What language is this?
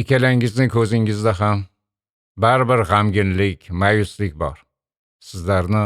Uzbek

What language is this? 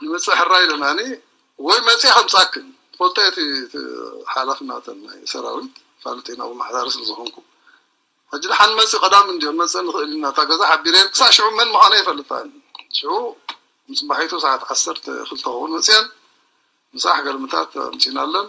Tigrinya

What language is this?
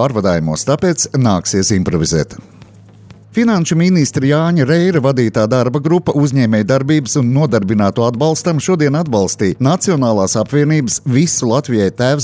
Latvian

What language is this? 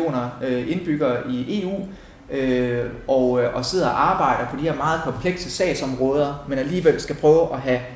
Danish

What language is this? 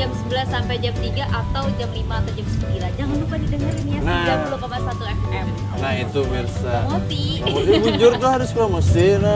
Banjar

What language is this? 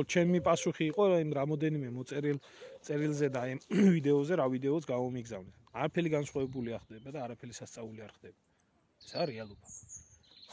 Georgian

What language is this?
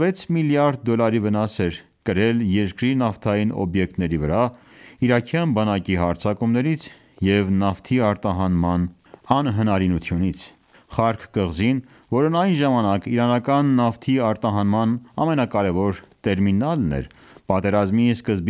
Armenian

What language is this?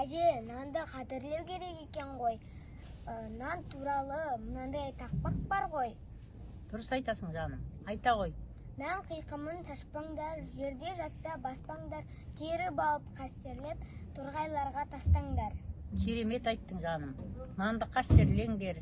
Kazakh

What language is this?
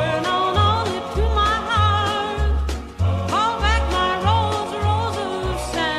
Bikol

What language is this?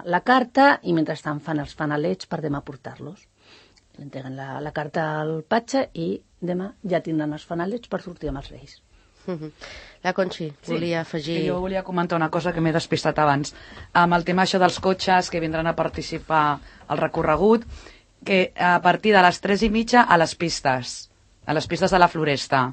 Catalan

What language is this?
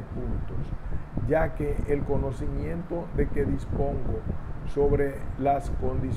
Spanish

